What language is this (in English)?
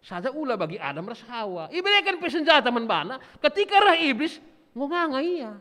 Batak Karo